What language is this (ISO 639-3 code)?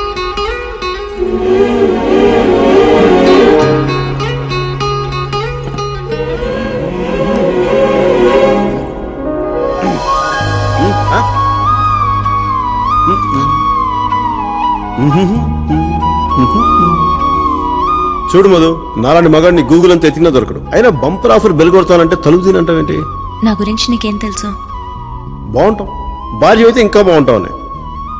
tel